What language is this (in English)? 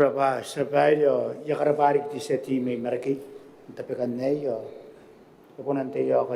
Gilbertese